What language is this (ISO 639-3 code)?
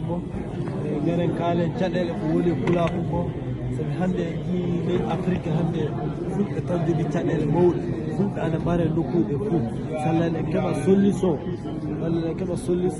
ful